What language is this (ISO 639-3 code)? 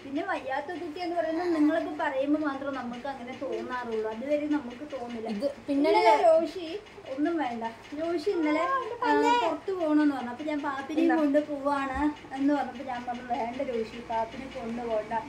mal